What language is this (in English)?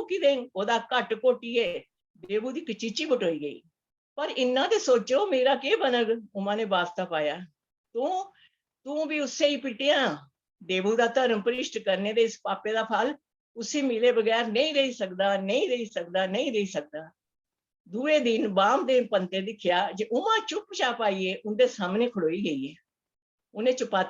Dogri